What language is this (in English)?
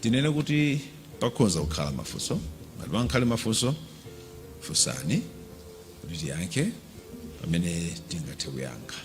Nyanja